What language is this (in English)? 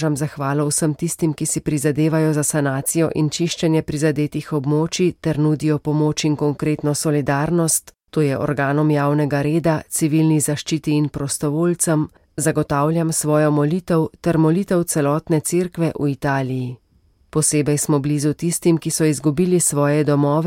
Slovenian